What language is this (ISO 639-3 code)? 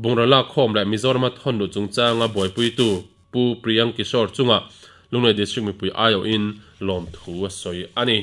lus